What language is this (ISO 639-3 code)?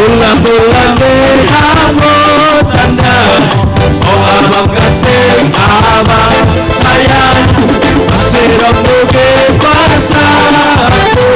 bts